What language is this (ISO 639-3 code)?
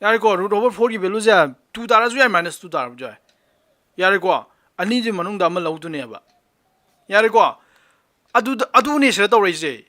mni